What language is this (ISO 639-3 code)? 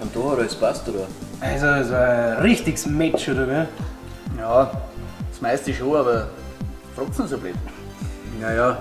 bar